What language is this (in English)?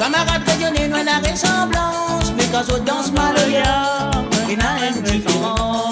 Morisyen